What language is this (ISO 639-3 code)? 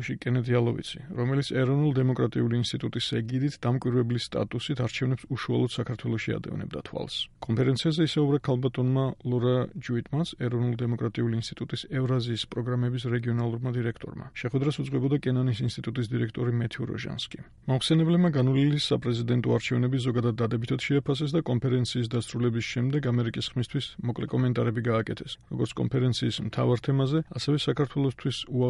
kat